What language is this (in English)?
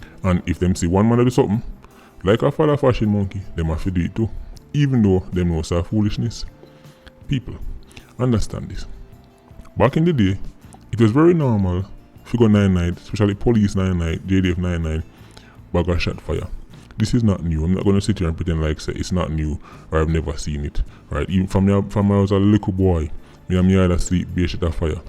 Jamaican Creole English